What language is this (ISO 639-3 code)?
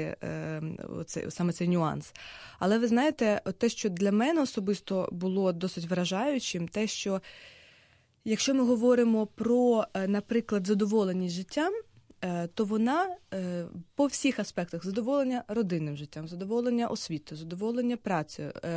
ukr